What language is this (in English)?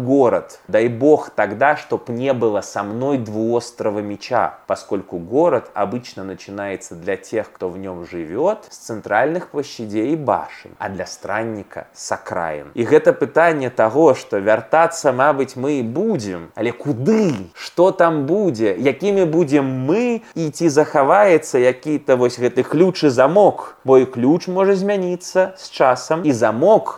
Belarusian